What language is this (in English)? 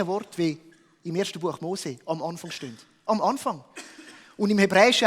Swiss German